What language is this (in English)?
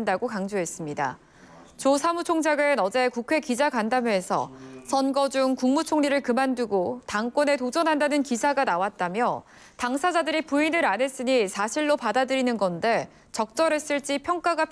Korean